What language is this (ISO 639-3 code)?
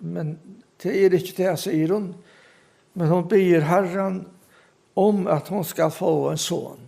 fao